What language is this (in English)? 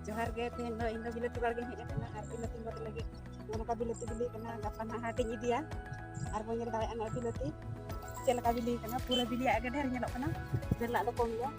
Santali